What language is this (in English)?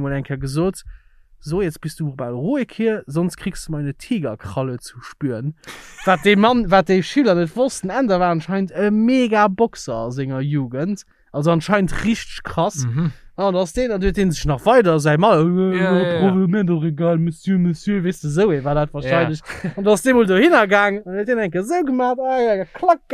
Luxembourgish